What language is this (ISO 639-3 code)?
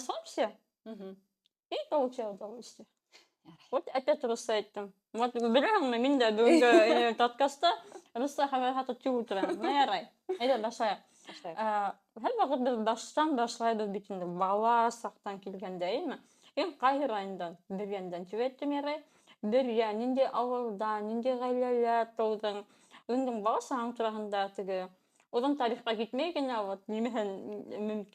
bak